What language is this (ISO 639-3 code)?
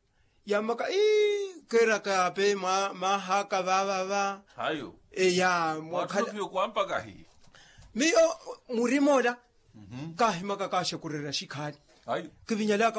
vmw